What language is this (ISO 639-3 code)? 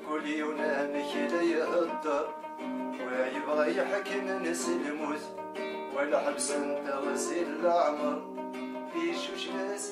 kab